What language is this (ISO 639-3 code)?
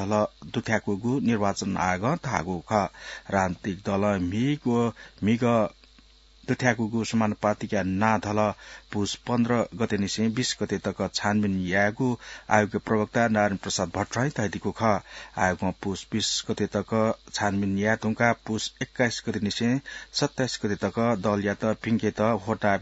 new